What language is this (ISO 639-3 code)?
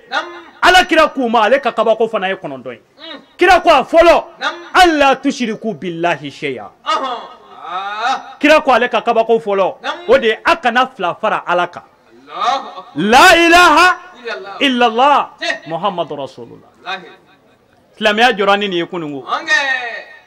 bam